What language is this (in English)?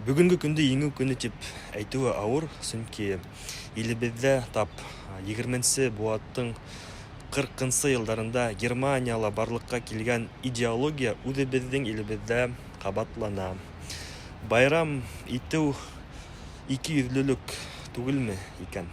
Bashkir